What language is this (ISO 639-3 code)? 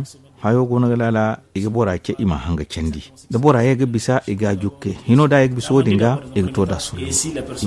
dje